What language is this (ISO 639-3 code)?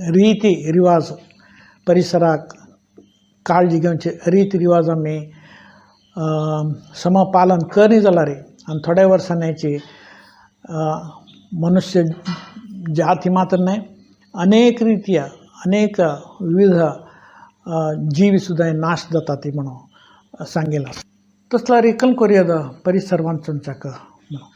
kok